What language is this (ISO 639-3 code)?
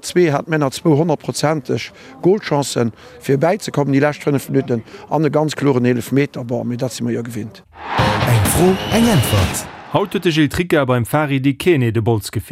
ltz